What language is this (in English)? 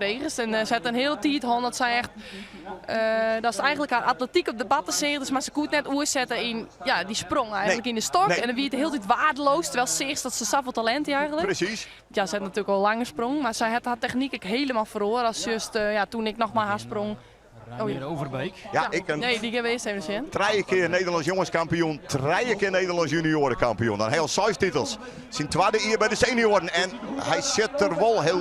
Western Frisian